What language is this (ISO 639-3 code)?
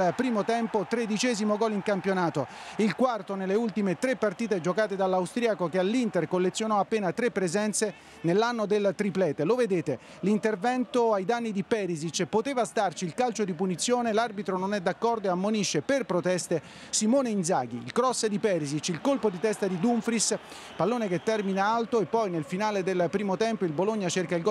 ita